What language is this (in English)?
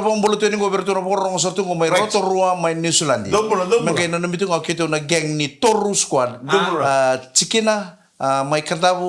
Fijian